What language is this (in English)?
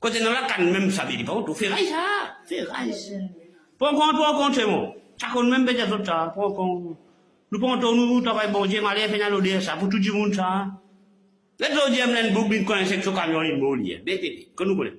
Morisyen